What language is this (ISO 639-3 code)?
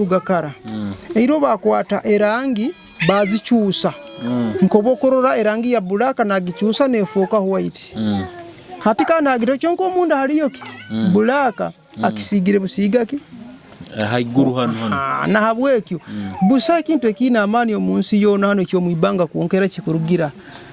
nyo